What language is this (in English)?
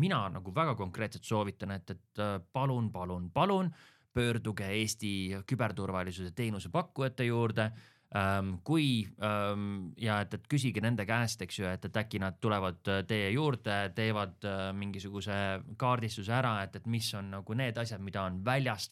Estonian